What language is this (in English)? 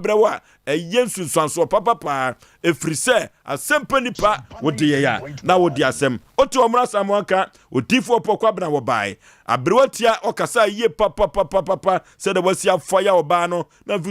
Akan